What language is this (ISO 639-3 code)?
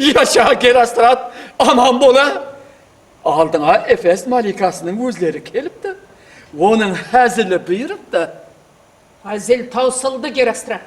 kaa